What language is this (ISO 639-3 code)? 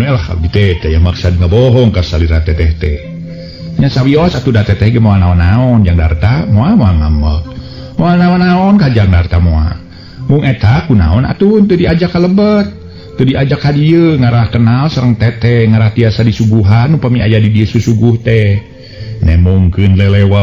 sun